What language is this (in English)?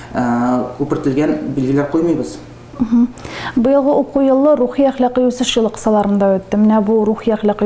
Tatar